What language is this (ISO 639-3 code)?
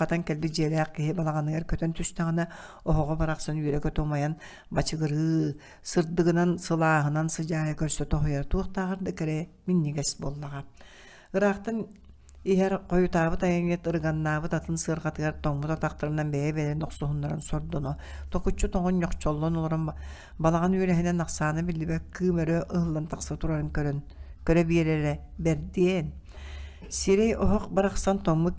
sah